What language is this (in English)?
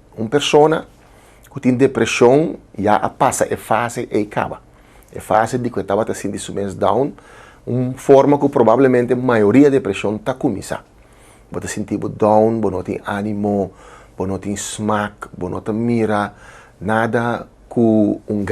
Papiamento